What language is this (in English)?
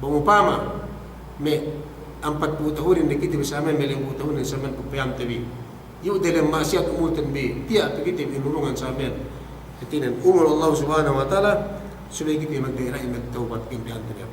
Yakan